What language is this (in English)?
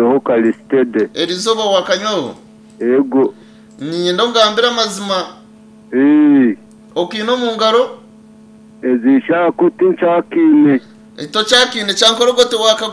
Nyankole